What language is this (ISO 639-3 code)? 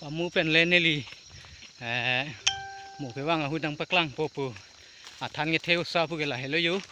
mjw